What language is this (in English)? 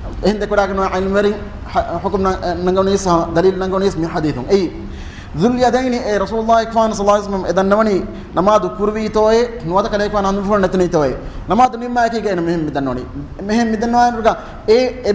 Divehi